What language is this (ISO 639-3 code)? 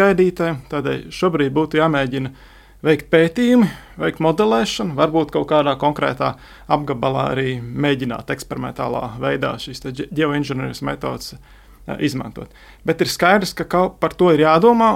lav